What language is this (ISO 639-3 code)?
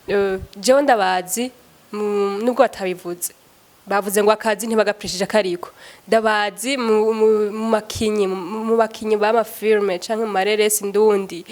run